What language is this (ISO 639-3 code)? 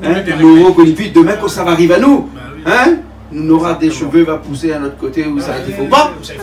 rcf